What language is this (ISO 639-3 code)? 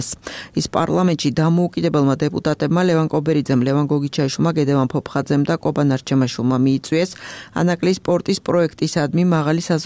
kat